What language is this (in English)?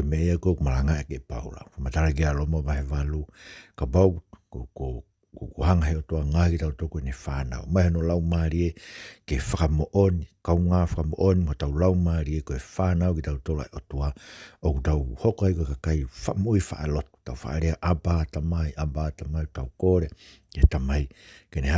Tongan